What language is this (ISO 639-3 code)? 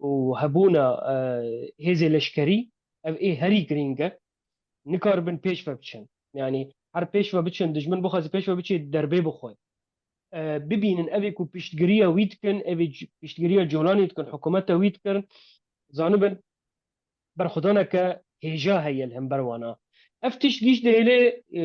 kur